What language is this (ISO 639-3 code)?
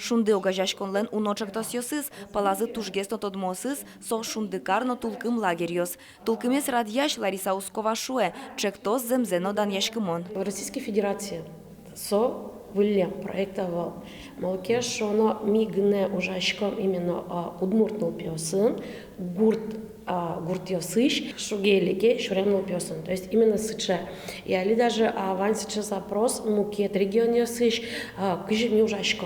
udm